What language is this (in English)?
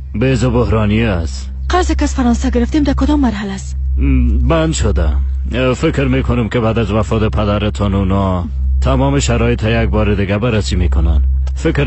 Persian